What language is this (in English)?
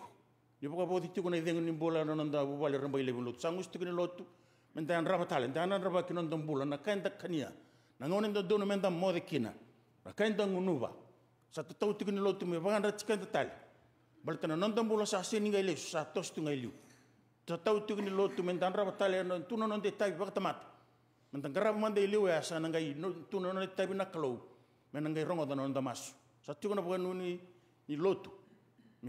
Fijian